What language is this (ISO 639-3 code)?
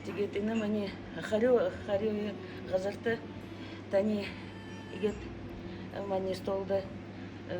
bua